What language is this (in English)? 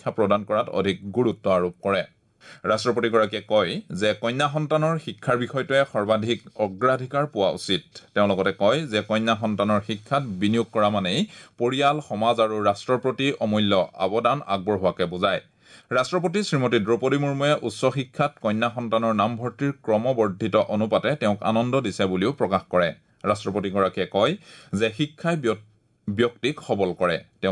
Assamese